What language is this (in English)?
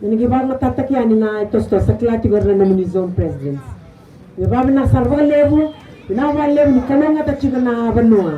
Fijian